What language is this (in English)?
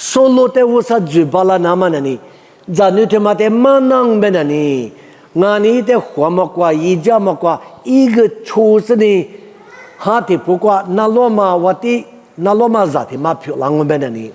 Lisu